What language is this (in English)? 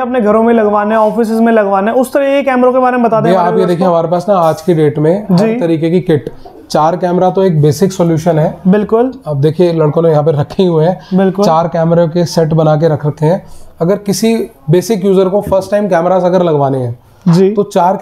Hindi